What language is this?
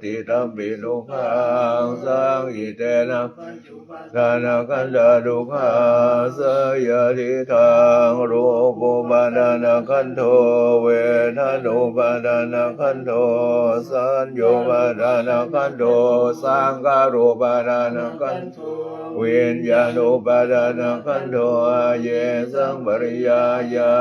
Pali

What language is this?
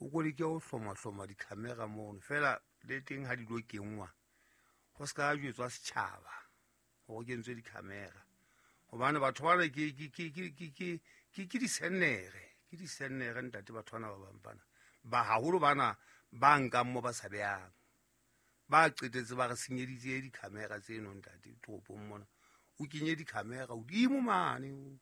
Southern Sotho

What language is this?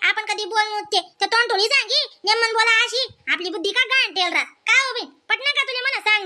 Khandesi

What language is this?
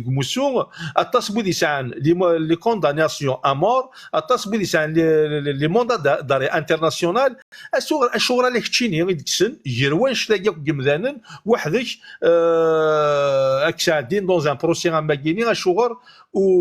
Kabyle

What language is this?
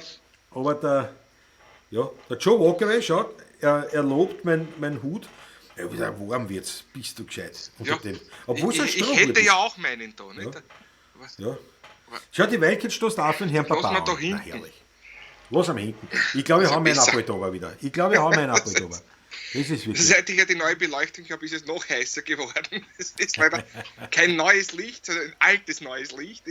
Bavarian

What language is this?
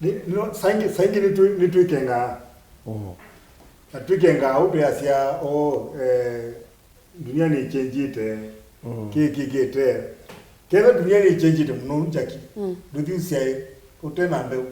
Kamba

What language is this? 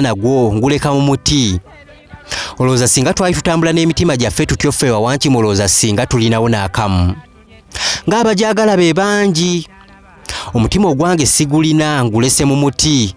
Ganda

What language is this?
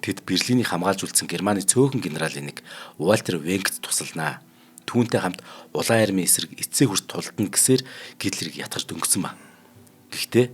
Mongolian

